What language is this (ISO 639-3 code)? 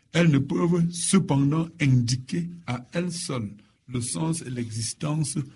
fra